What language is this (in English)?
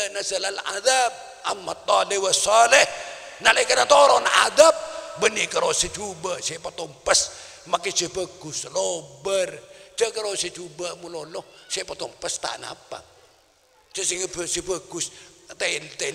Madurese